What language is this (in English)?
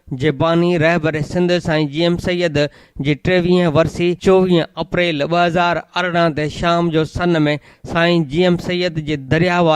Sindhi